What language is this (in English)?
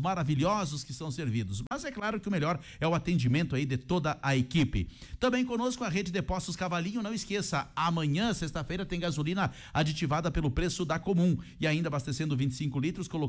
Portuguese